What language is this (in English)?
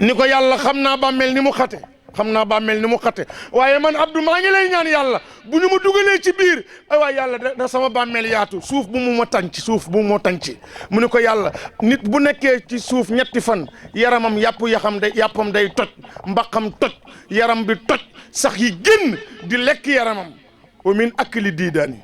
Wolof